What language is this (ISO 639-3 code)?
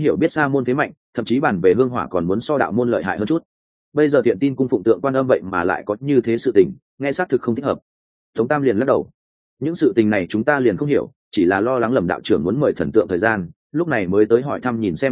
vie